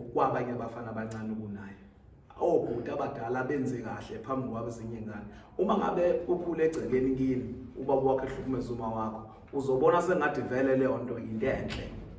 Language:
Zulu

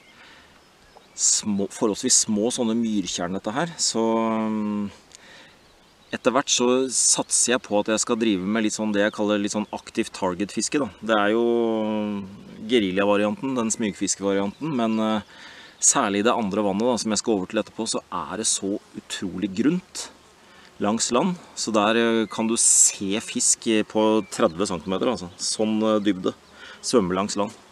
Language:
Norwegian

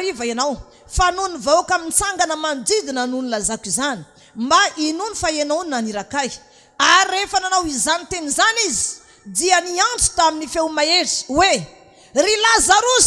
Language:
Malagasy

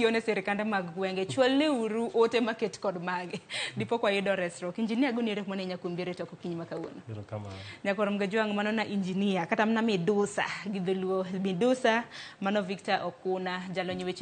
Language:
Luo (Kenya and Tanzania)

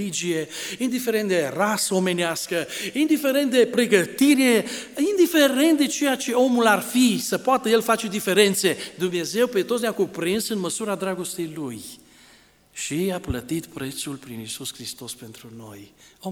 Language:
Romanian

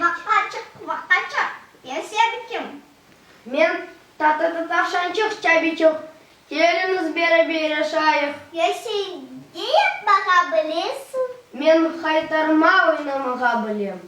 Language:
Crimean Tatar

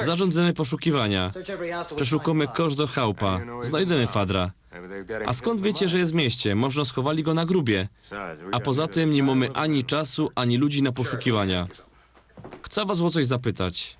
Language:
Silesian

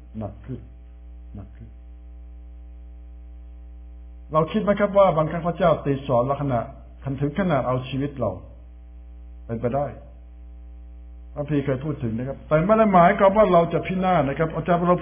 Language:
Thai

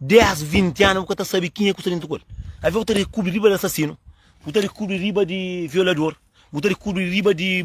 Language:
Kabuverdianu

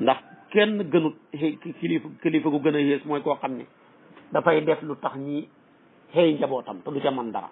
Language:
Wolof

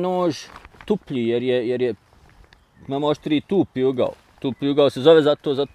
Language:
Bosnian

